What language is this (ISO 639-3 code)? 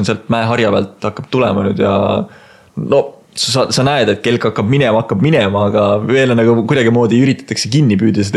est